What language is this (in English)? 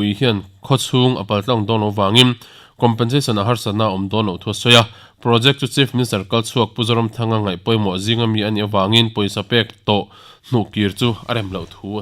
Mizo